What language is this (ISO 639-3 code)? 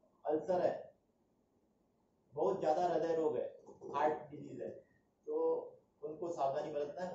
hin